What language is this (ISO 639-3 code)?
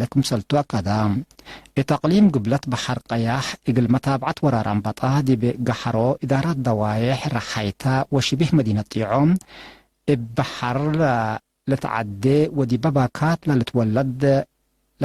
tig